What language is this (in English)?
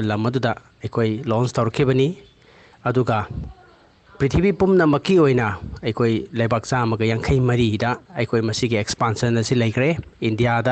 Manipuri